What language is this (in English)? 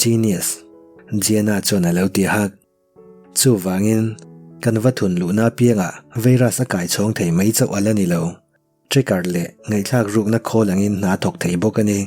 Mizo